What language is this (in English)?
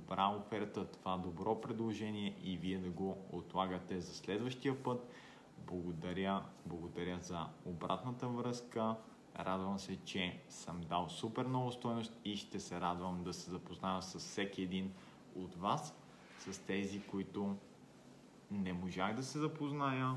Bulgarian